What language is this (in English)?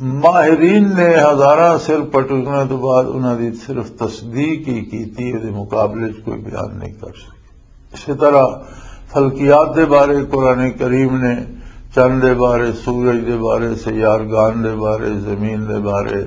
Western Panjabi